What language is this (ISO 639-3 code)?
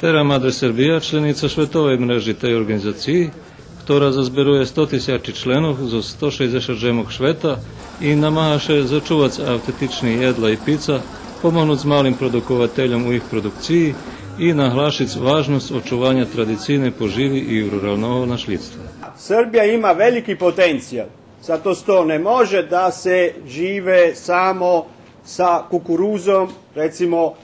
rue